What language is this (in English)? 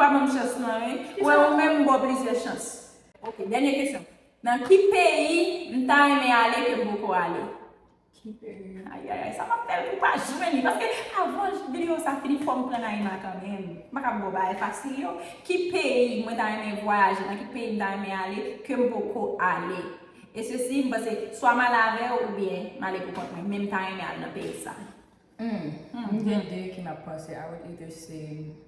Haitian Creole